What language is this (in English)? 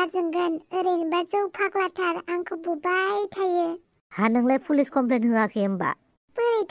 Bodo